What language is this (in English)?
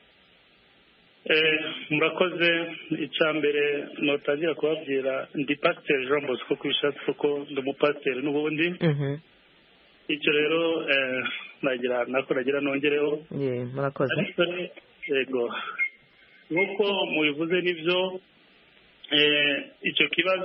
Kinyarwanda